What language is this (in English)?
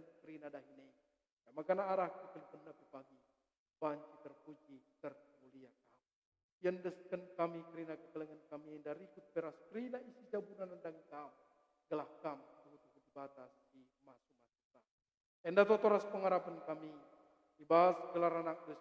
Batak Karo